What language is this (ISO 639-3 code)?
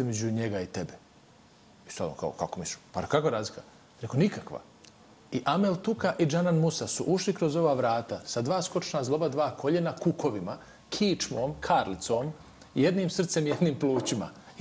bos